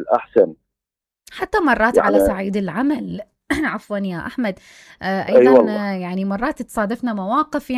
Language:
Mesopotamian Arabic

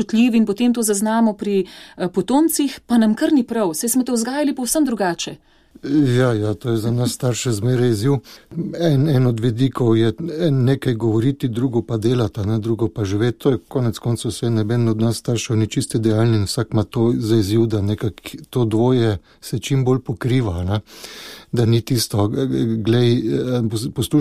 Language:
Slovenian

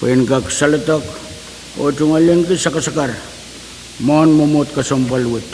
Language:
Pohnpeian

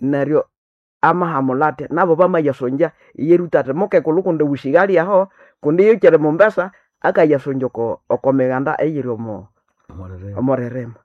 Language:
Nande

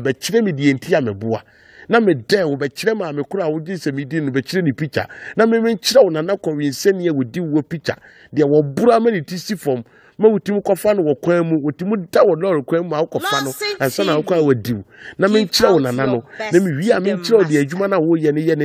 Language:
Akan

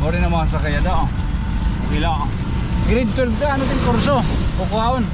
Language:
Waray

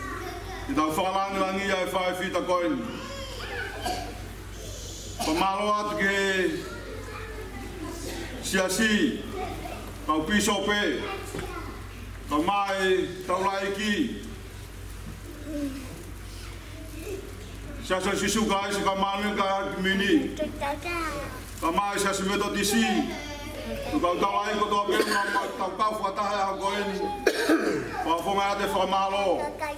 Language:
Tongan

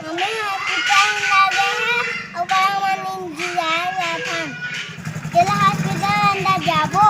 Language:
Chhattisgarhi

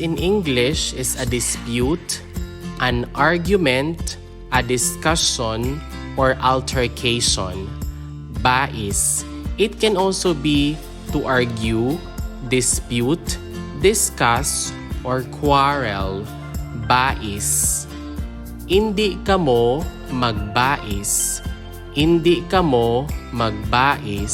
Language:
Hiligaynon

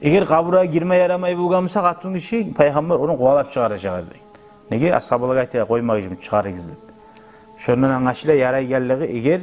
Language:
Kumyk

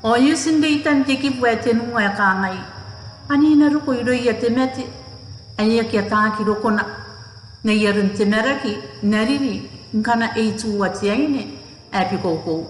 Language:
Gilbertese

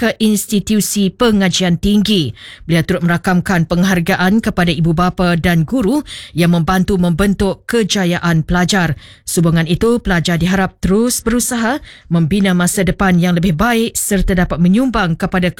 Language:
Malay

